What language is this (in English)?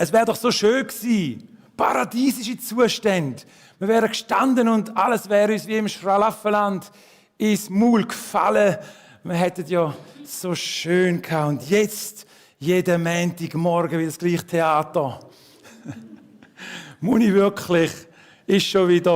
Swiss German